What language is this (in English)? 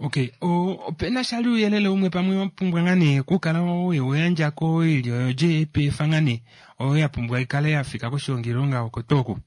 Kuanyama